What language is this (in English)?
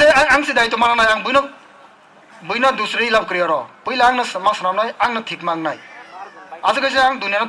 Kok Borok